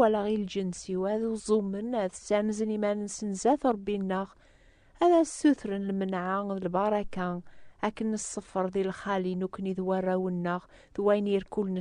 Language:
Kabyle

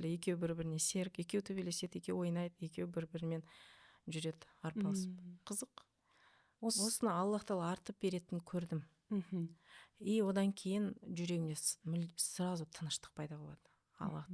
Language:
Kazakh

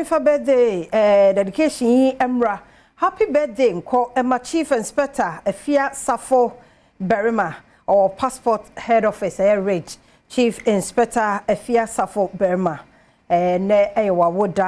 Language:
Akan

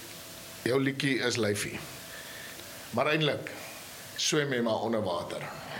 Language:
Afrikaans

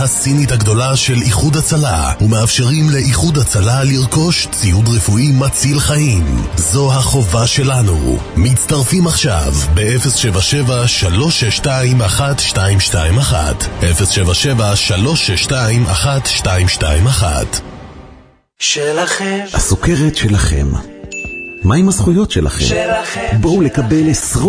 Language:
Hebrew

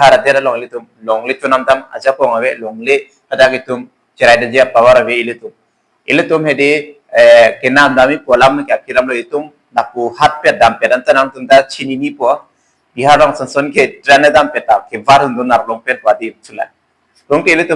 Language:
Karbi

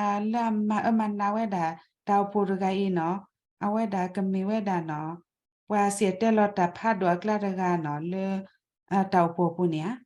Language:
S'gaw Karen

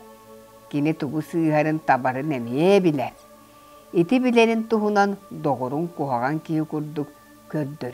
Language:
Yakut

